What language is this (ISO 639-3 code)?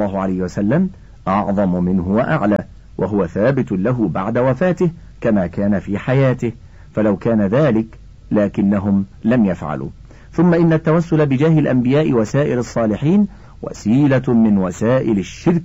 ara